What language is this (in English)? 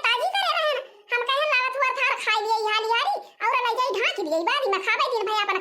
Awadhi